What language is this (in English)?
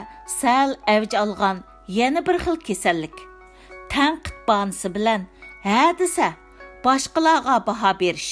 Uyghur